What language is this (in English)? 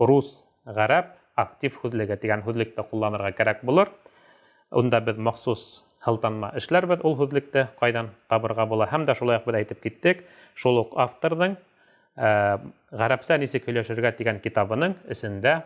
Bashkir